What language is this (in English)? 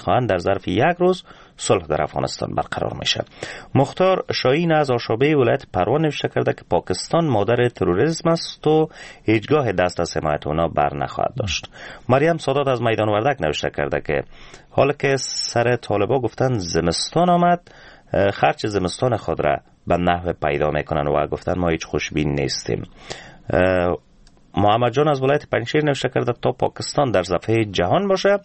Persian